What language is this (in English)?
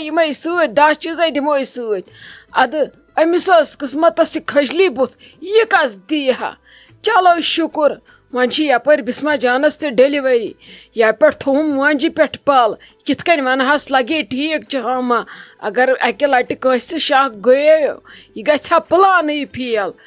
Kashmiri